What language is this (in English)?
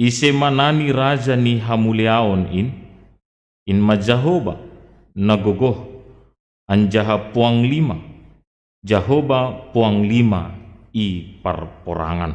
Batak Simalungun